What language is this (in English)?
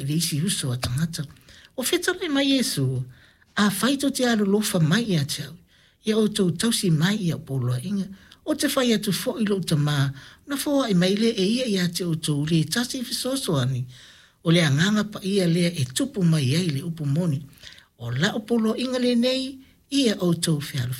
Samoan